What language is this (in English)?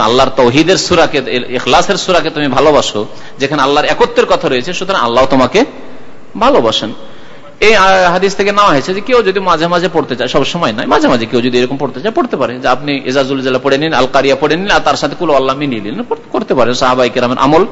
Bangla